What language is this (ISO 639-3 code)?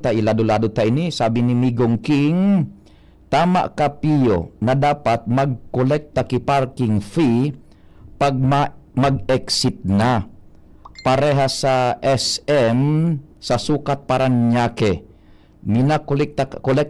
bik